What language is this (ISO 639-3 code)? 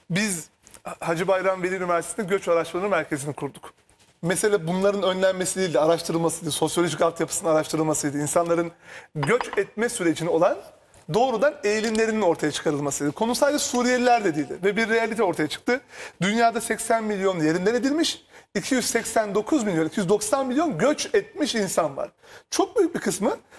tur